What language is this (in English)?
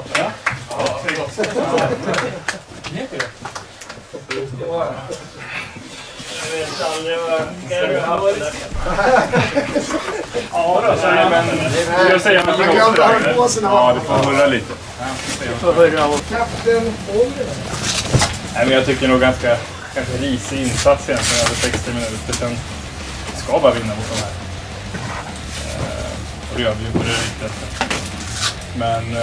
Swedish